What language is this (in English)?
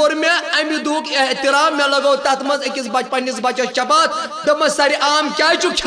Kashmiri